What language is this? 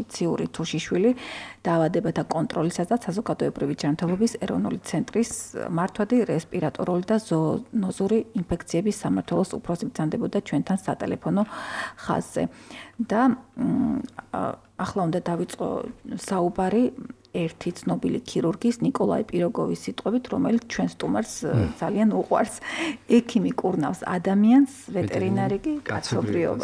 Georgian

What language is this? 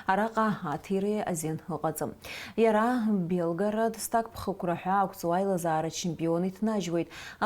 Abkhazian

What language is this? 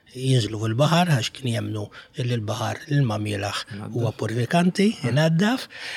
Maltese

